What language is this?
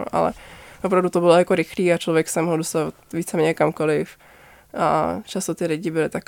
Czech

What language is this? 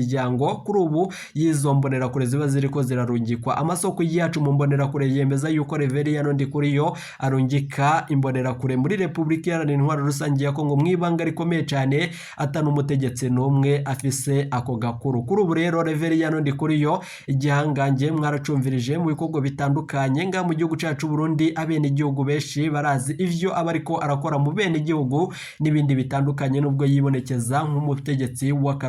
Rundi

